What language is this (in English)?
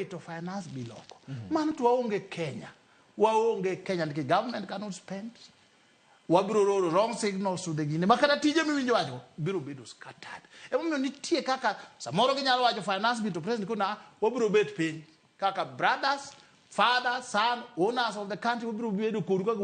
Luo (Kenya and Tanzania)